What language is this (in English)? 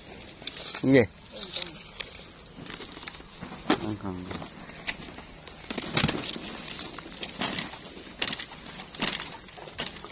Vietnamese